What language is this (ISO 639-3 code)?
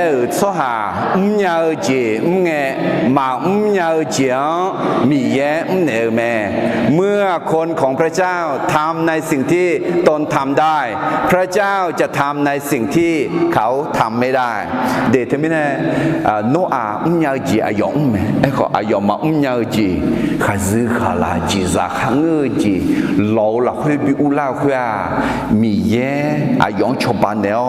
ahk